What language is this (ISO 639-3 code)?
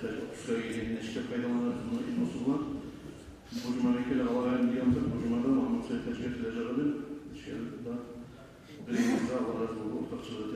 kum